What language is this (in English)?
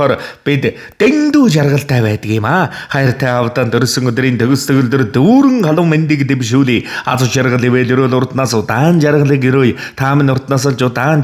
Mongolian